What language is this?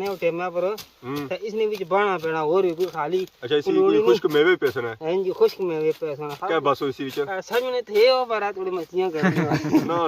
Pahari-Potwari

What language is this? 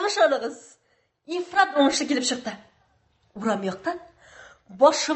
Tatar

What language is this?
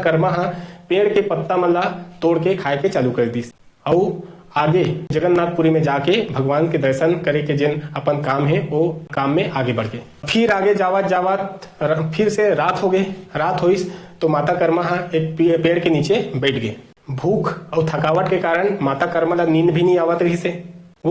Chhattisgarhi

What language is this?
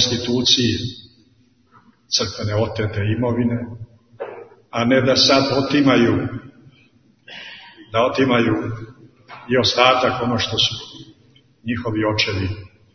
Serbian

